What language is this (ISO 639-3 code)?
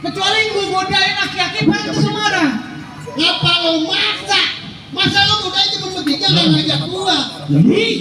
bew